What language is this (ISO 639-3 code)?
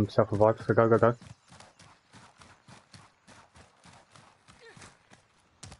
eng